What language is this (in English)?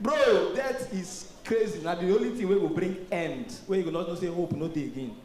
Nigerian Pidgin